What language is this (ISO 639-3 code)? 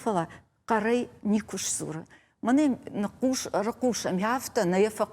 oss